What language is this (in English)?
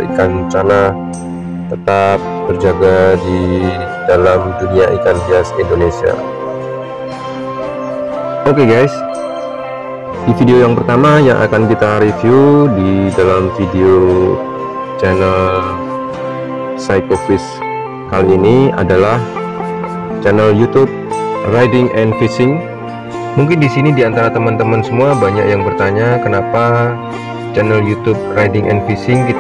Indonesian